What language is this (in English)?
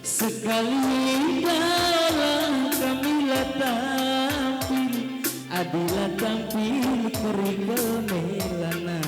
Batak Karo